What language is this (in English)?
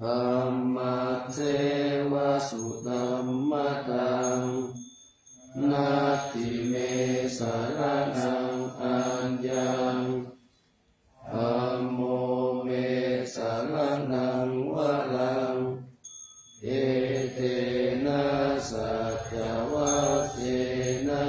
Pali